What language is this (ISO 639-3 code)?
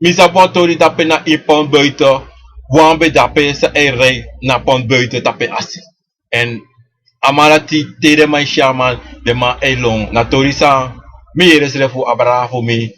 srn